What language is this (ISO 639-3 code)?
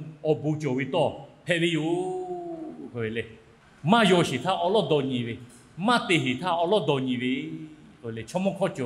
lhu